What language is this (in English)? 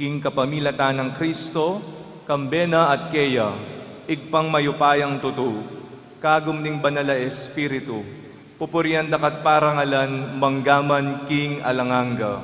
Pampanga